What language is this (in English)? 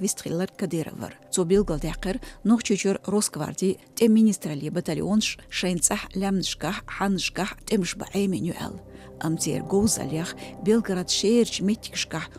Chechen